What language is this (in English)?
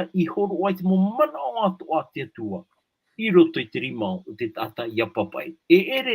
Tahitian